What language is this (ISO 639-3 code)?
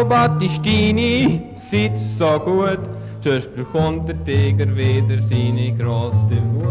gsw